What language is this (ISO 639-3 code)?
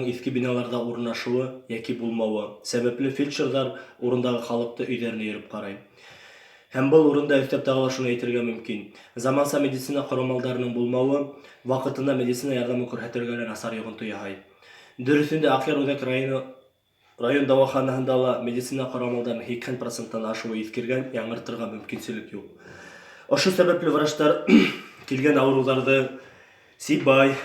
bak